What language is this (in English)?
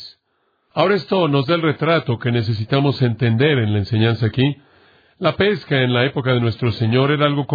Spanish